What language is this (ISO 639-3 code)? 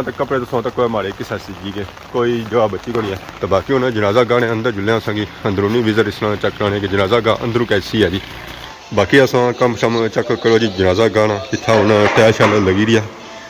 phr